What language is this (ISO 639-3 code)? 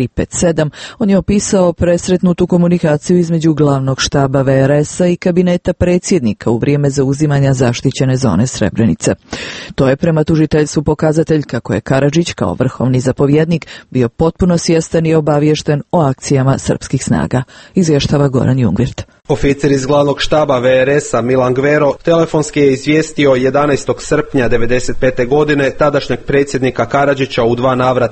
hrv